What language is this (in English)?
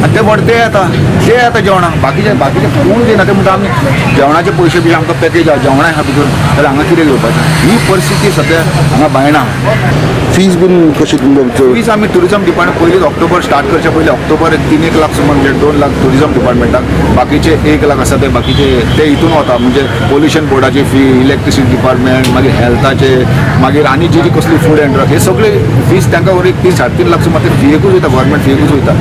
Konkani